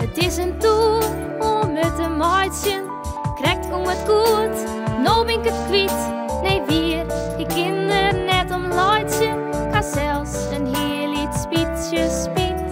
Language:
Western Frisian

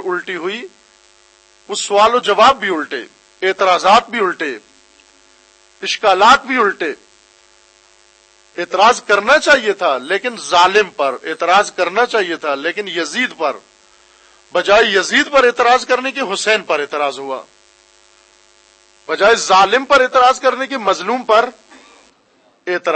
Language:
Urdu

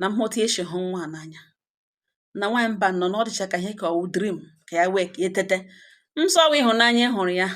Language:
Igbo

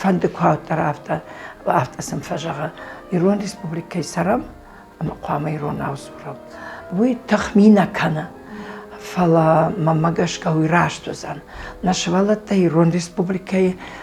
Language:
Ossetic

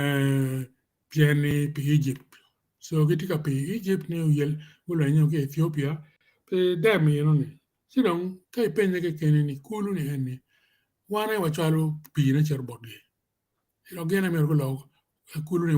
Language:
Acoli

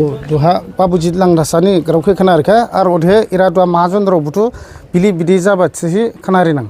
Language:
Dimasa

